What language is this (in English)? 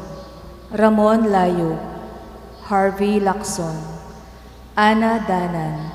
Pampanga